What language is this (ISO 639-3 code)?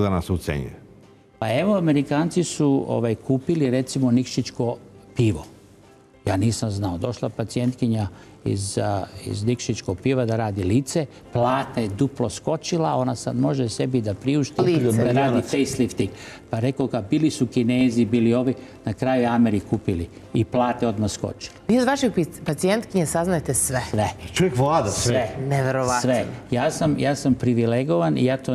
srp